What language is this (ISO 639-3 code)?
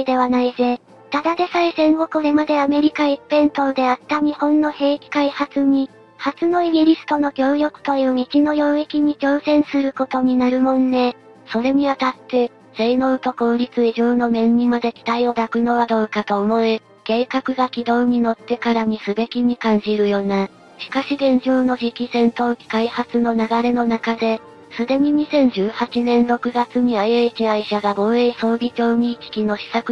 jpn